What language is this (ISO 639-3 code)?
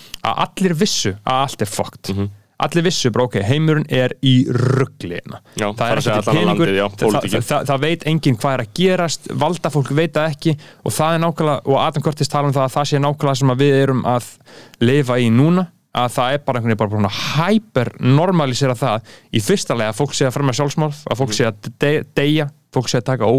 isl